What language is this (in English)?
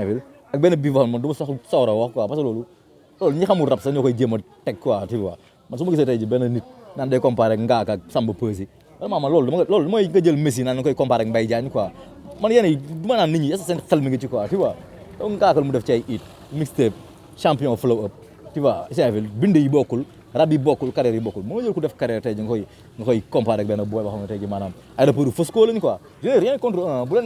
Wolof